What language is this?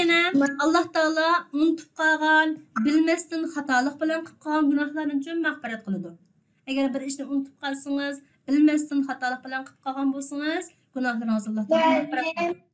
Uyghur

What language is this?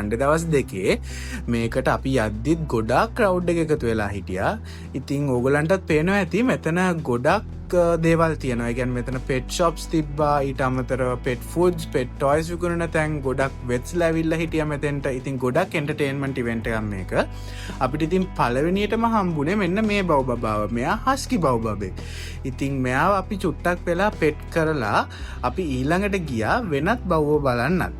Sinhala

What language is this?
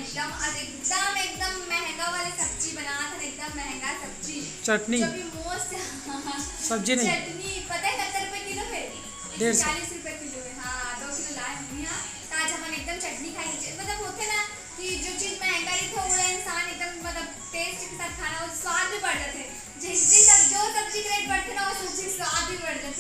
Chhattisgarhi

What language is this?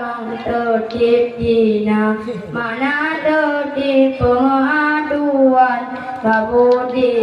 Achinese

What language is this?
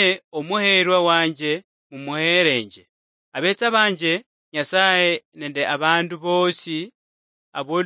Luyia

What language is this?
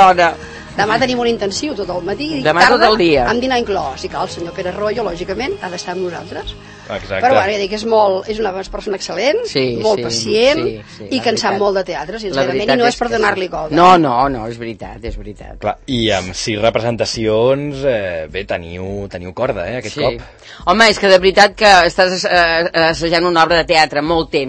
Catalan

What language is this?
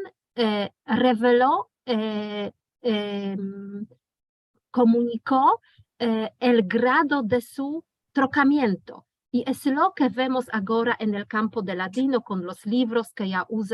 Ladino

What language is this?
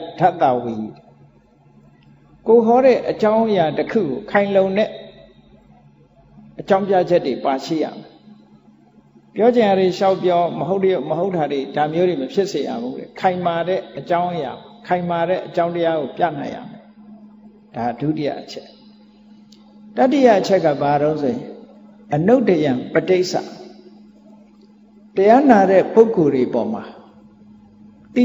Burmese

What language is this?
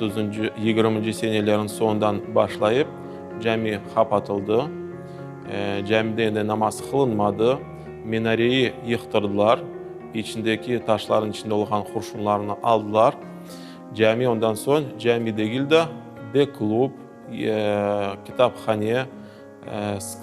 Crimean Tatar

